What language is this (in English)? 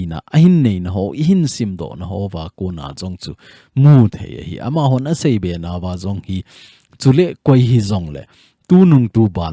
Thado Chin